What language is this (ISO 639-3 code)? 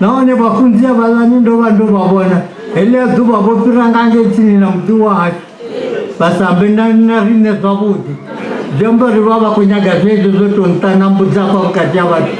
ven